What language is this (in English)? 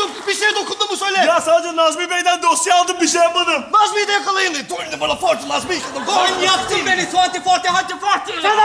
Turkish